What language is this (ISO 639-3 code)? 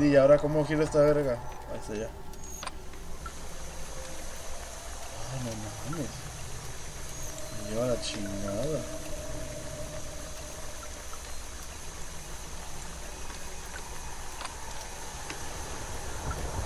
spa